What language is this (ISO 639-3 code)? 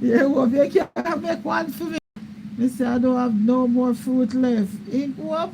jam